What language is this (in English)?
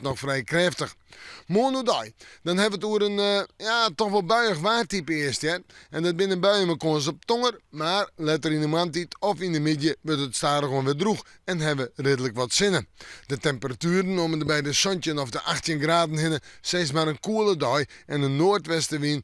Western Frisian